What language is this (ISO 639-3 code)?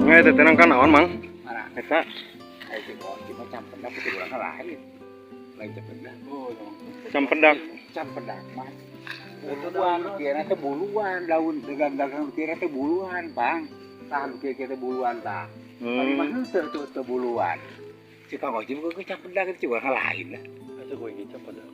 sun